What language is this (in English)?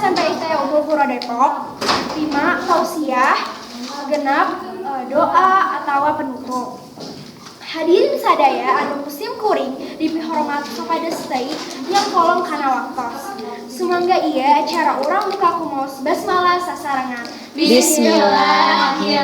Sundanese